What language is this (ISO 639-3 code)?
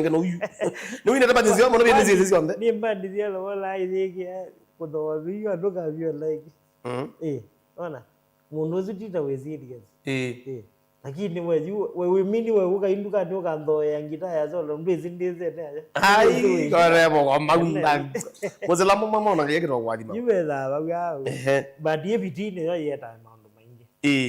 kam